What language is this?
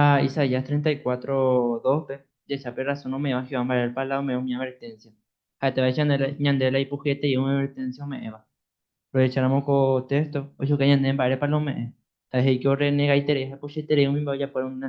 Guarani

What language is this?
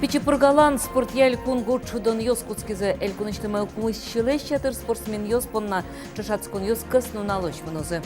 Udmurt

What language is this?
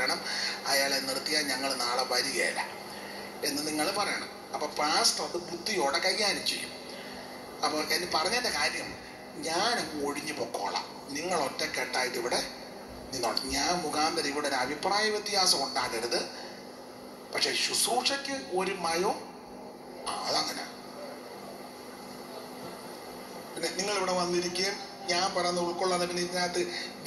Malayalam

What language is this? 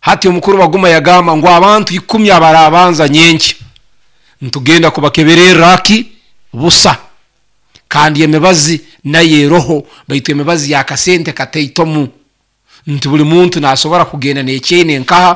Nyoro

